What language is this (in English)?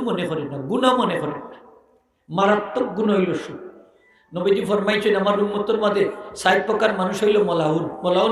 Sylheti